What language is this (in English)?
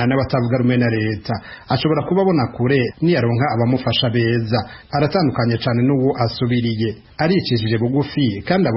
Rundi